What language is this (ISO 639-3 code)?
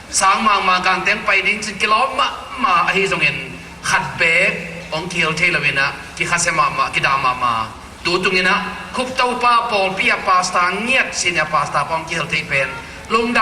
ctd